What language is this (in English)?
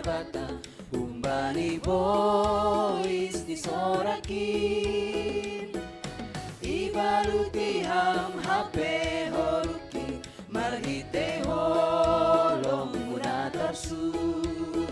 Batak Simalungun